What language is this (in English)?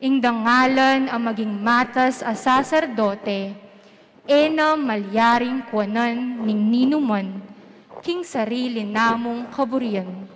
Pampanga